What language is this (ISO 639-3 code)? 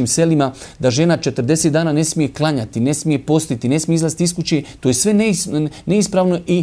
bos